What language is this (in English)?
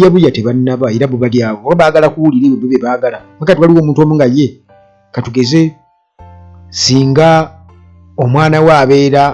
Ganda